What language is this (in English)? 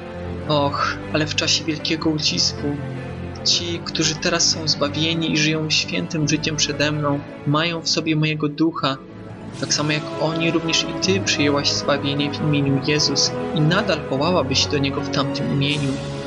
Polish